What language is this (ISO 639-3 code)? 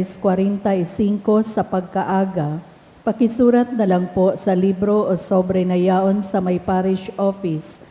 bik